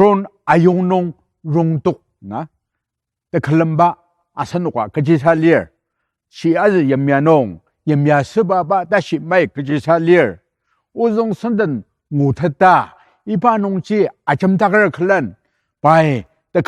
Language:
Ao Naga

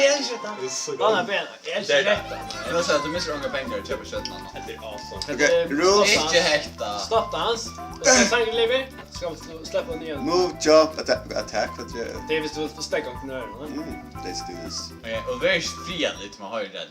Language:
Faroese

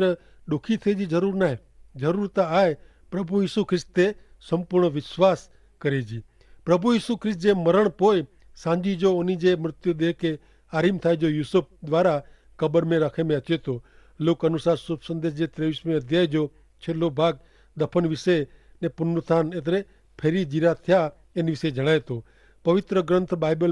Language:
Kachhi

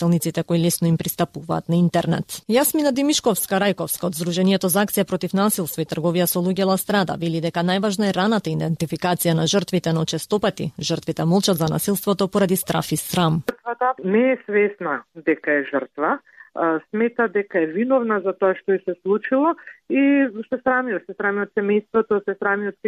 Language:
Macedonian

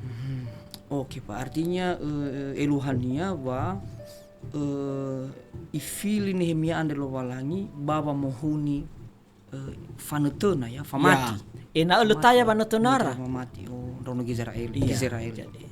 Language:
Nias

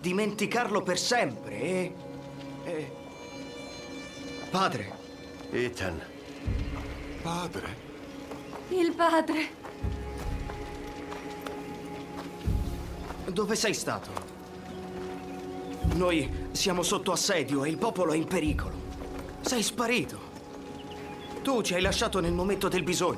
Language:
Italian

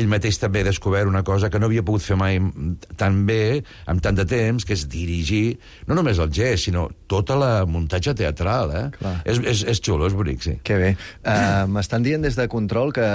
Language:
Catalan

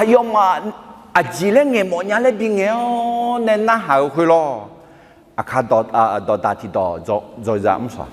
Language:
Akha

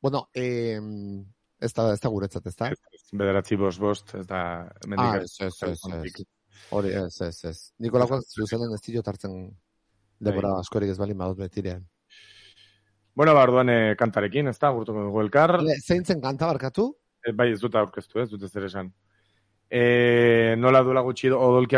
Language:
Basque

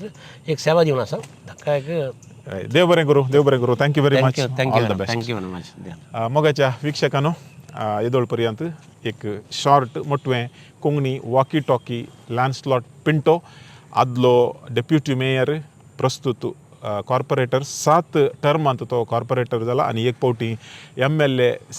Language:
Konkani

